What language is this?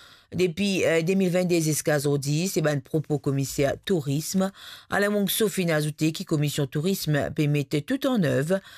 Morisyen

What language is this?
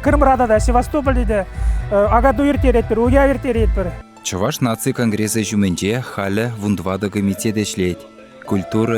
Chuvash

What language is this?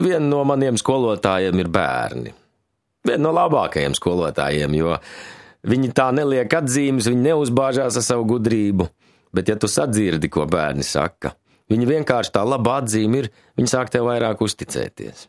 Latvian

